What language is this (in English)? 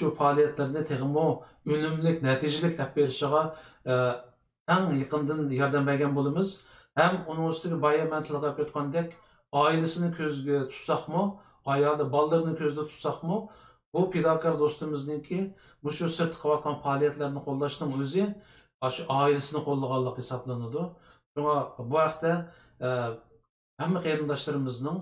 Uyghur